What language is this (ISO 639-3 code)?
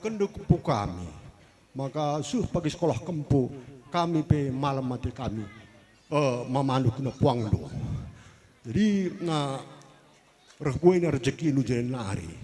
btx